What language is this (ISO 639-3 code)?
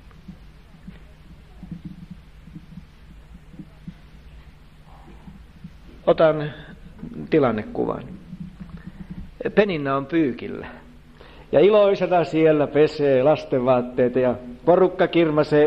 fin